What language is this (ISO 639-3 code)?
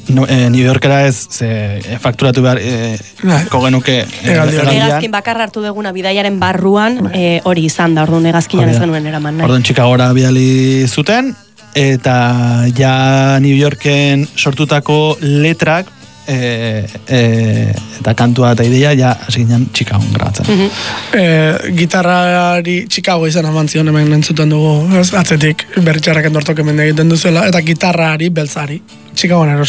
eus